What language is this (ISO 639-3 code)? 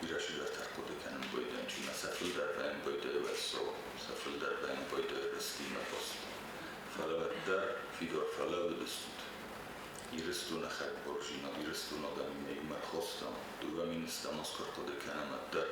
oss